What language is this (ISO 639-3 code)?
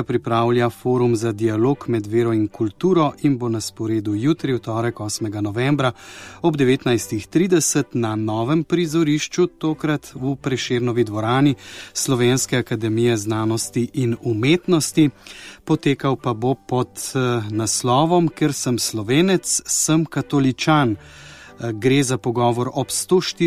slv